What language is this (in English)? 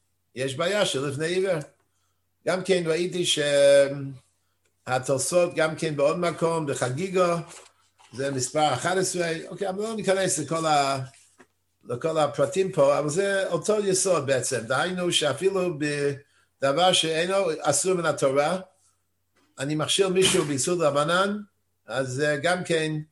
Hebrew